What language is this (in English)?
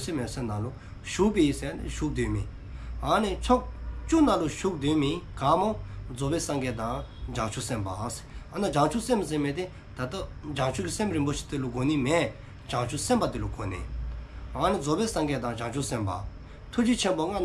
Dzongkha